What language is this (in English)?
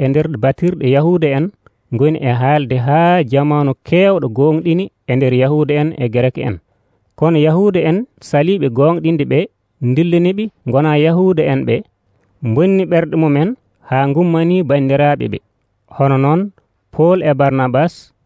Nigerian Fulfulde